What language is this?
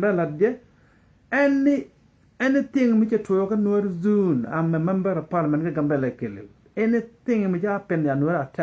Nuer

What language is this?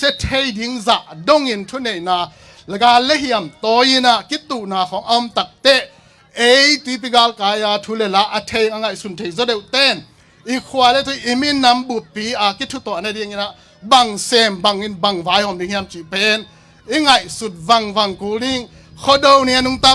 Tedim Chin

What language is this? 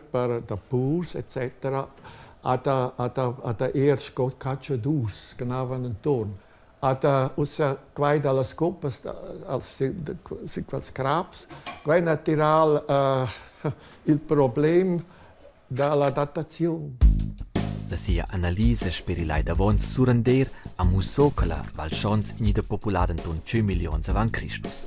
Romansh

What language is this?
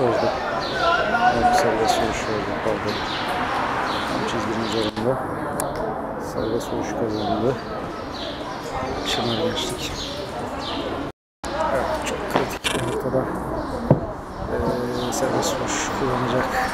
Turkish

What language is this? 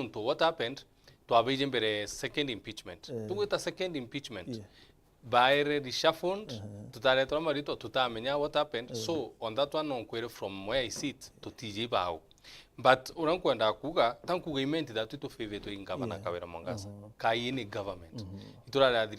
Meru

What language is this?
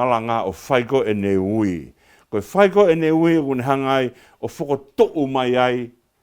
Tongan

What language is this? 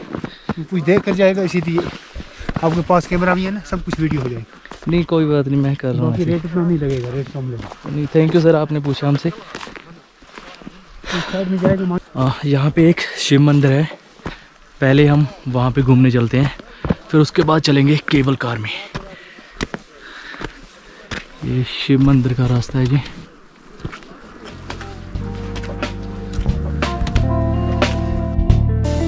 Hindi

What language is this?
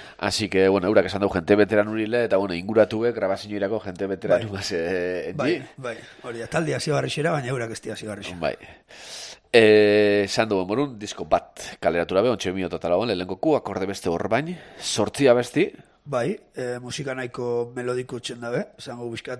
Basque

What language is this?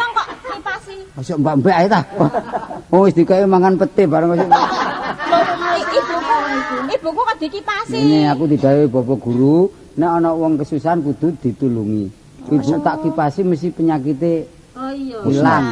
Javanese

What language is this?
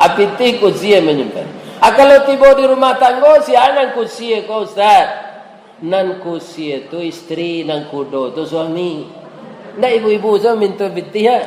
Minangkabau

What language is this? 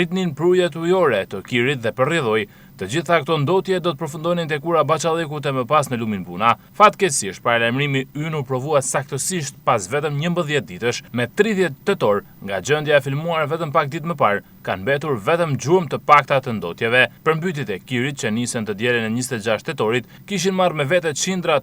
Albanian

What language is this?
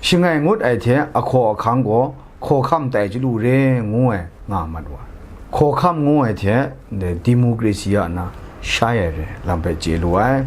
Kachin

